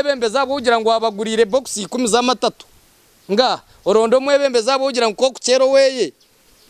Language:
Nyankole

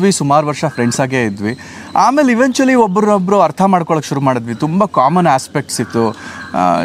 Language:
Kannada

